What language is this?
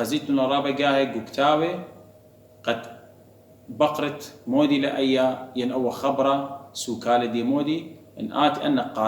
Assyrian Neo-Aramaic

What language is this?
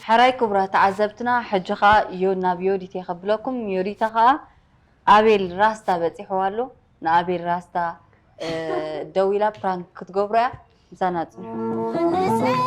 Tigrinya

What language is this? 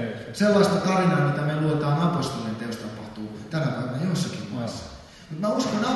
Finnish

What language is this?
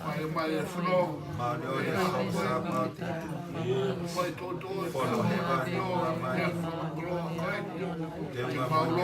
Tongan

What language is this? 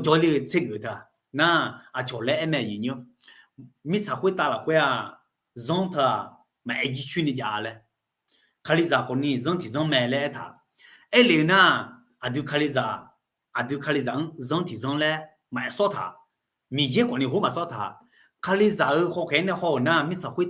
Akha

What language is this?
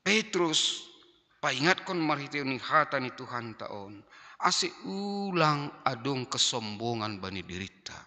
Batak Simalungun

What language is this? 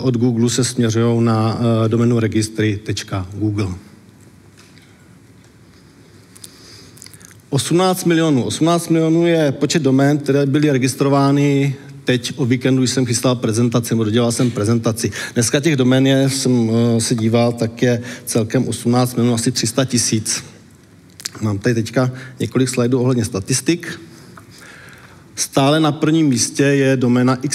Czech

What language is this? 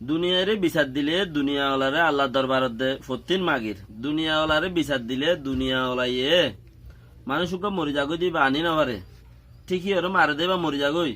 Rohingya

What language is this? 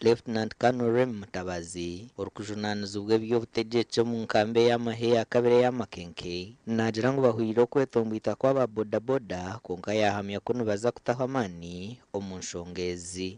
Nyankole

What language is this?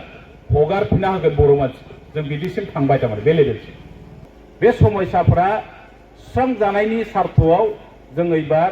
Bodo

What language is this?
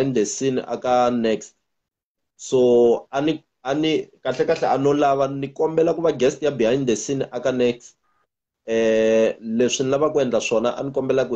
Tsonga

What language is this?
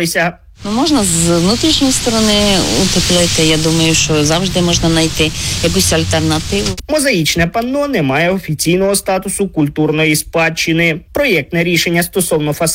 Ukrainian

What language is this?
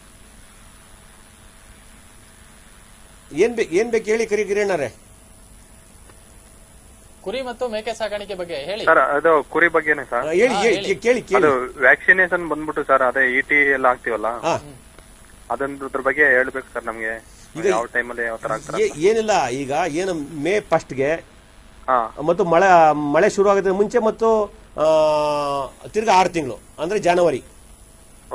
Kannada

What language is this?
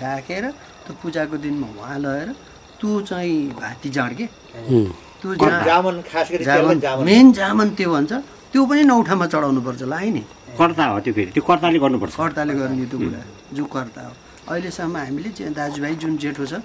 Nepali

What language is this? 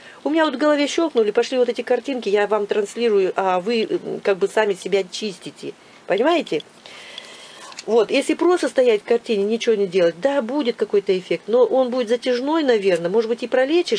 Russian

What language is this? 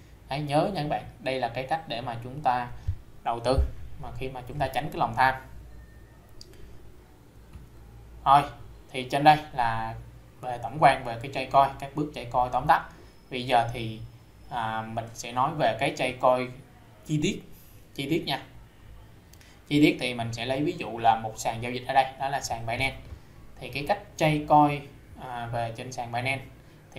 Vietnamese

